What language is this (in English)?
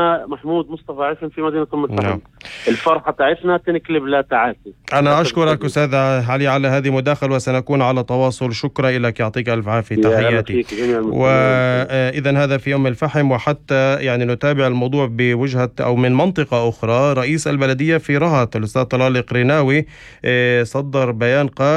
North Levantine Arabic